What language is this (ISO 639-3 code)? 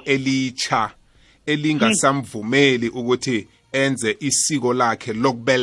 nbl